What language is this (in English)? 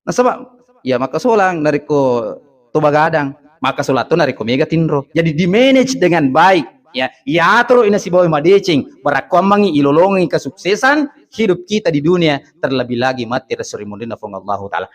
Buginese